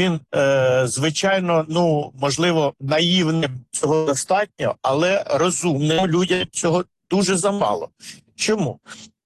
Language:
Ukrainian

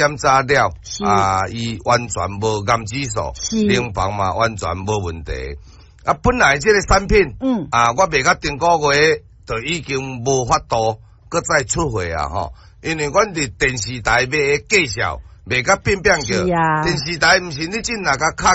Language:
Min Nan Chinese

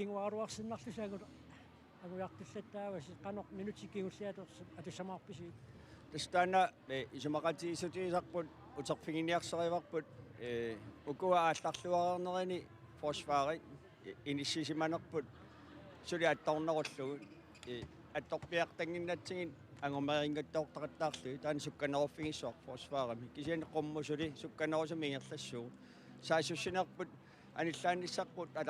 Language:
Kalaallisut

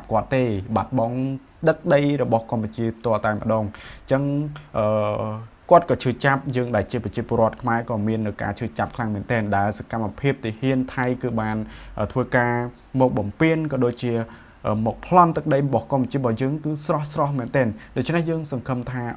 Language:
Khmer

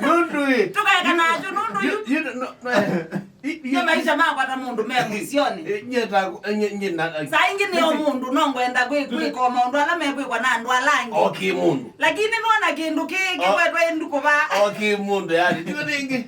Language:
Kamba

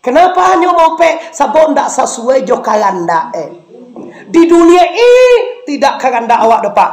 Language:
Minangkabau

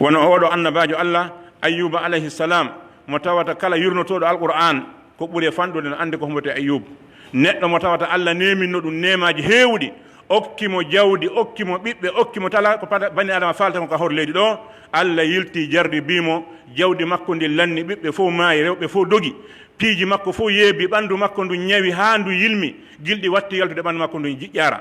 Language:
Pular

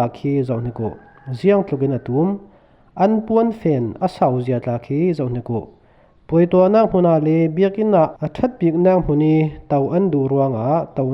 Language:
Falam Chin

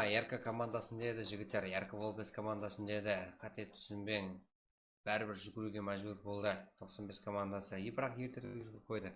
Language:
Kara-Kalpak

